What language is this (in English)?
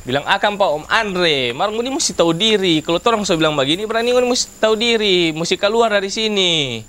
Manado Malay